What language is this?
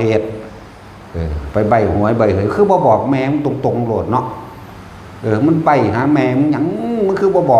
Northeastern Thai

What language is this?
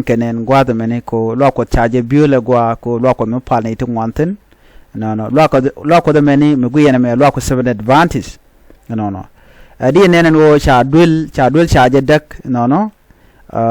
Nuer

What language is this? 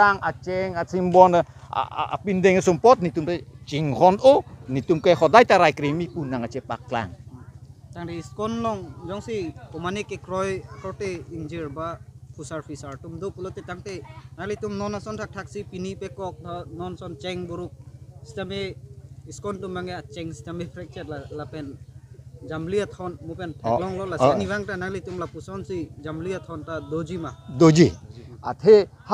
Karbi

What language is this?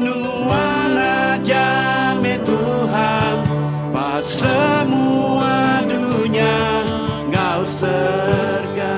Iban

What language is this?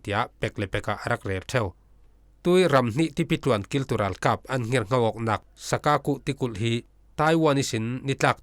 Falam Chin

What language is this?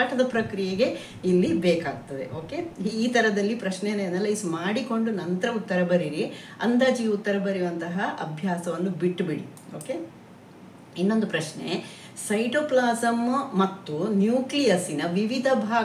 Kannada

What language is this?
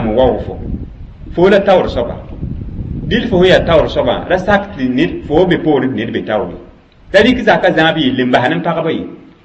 Mossi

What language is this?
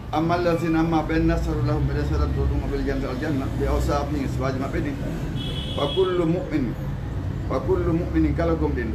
Fula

